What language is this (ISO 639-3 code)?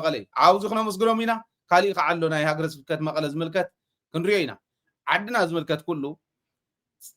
tir